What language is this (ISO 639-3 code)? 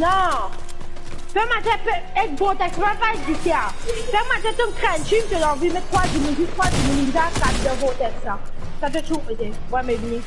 mfe